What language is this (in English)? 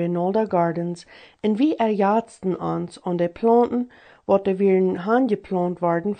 Plautdietsch